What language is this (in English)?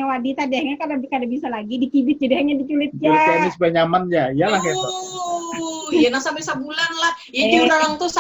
Banjar